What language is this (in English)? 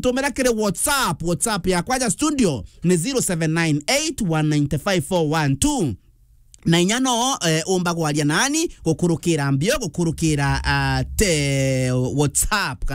Meru